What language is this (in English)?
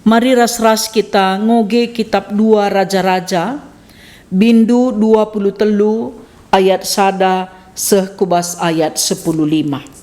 Batak Karo